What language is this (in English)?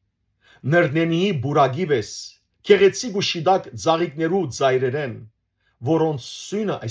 Western Armenian